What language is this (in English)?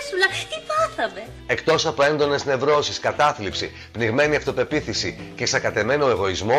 Greek